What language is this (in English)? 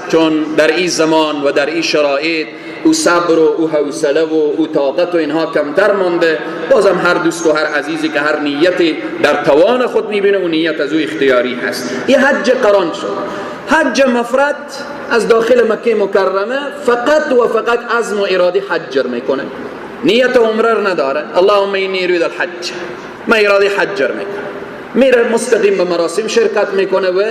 Persian